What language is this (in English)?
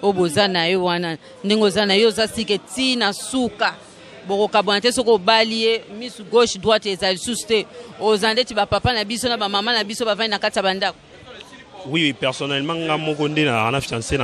Lingala